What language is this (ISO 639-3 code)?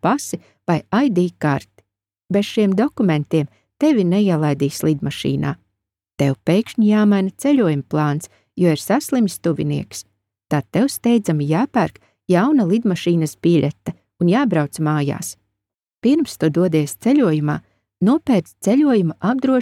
lav